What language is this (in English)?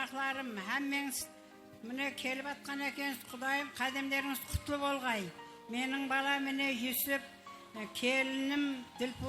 Kara-Kalpak